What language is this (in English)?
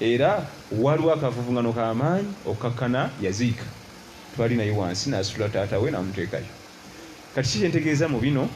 Ganda